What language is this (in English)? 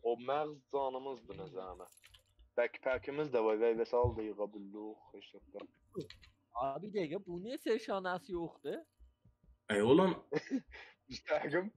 South Azerbaijani